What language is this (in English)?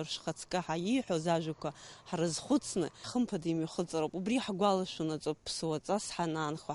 Abkhazian